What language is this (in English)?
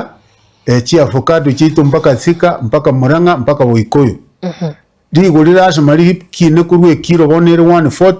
Gusii